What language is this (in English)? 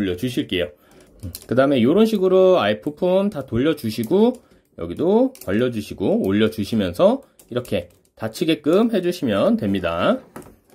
Korean